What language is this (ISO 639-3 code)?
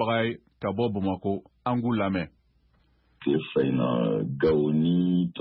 bam